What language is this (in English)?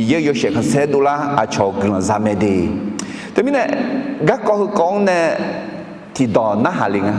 Akha